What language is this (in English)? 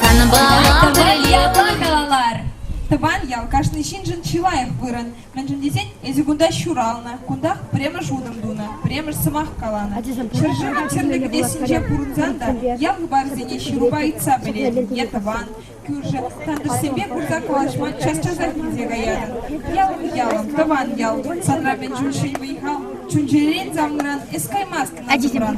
Chuvash